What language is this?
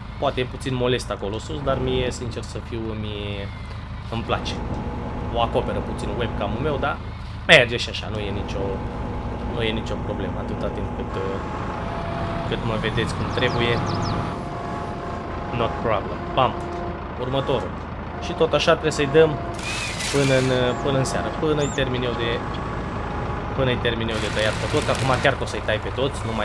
Romanian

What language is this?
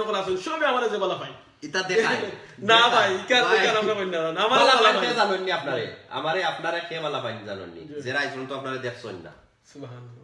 Sylheti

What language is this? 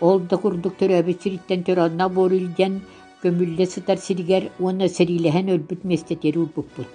Yakut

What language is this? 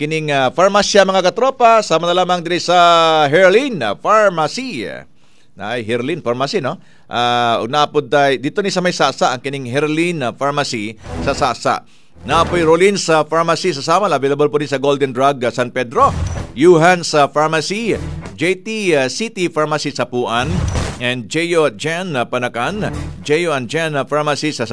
Cebuano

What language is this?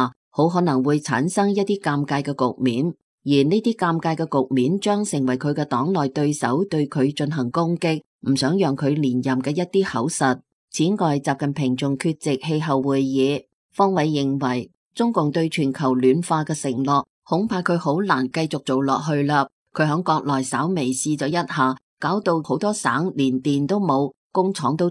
Cantonese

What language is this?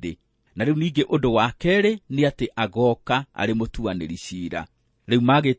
Kikuyu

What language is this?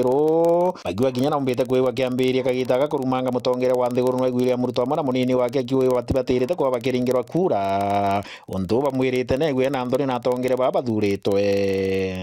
Meru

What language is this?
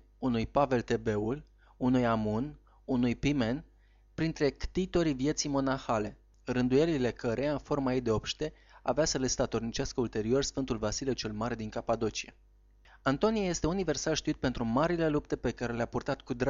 Romanian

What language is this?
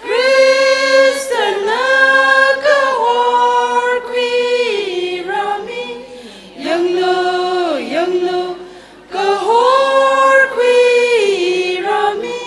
Tangkhul Naga (India)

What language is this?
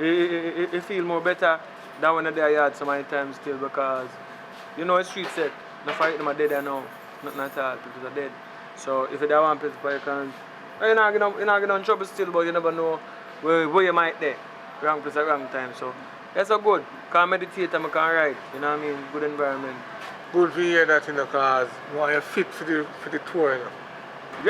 Jamaican Creole English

